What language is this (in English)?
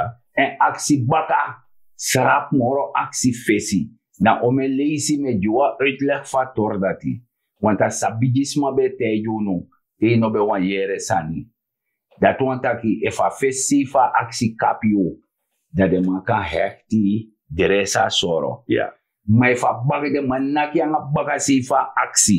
Sranan Tongo